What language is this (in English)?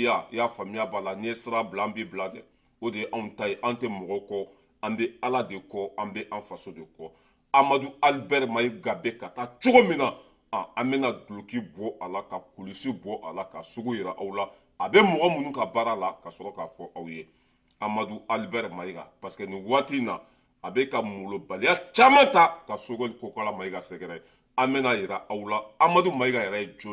Bambara